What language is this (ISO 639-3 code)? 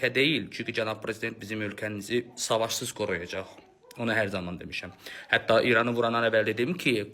aze